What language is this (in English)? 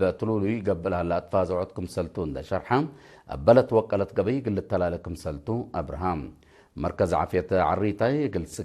Tigre